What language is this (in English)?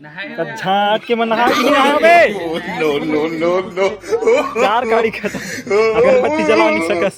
Chhattisgarhi